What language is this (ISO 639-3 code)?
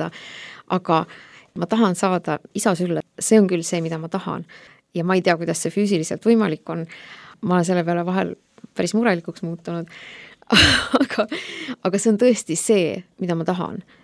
est